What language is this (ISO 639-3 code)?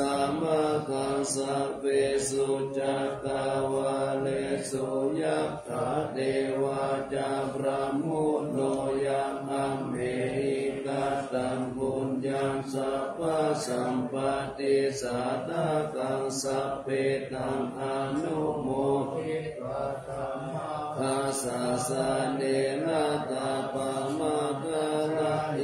pli